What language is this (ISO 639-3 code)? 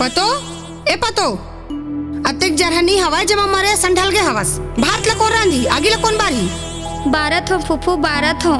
hne